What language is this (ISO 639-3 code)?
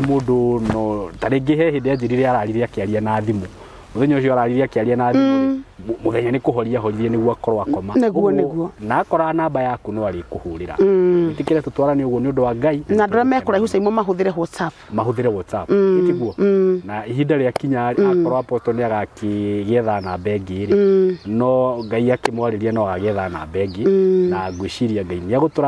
kik